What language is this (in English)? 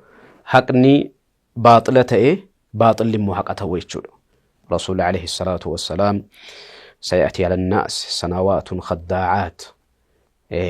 Oromo